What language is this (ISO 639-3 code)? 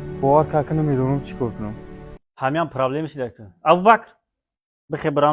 tgk